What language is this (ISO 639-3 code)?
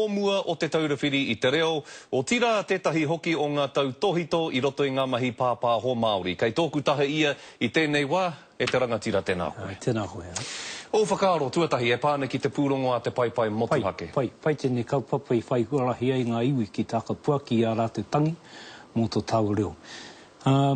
mri